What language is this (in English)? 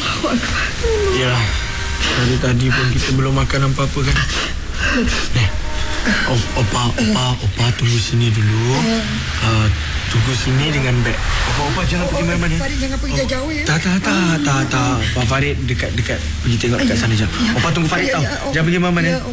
Malay